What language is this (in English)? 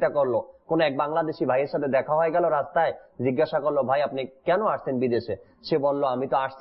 Bangla